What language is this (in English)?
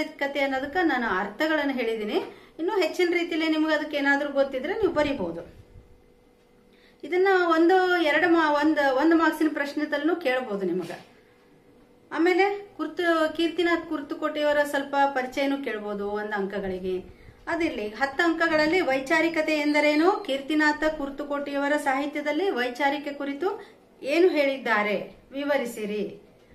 Kannada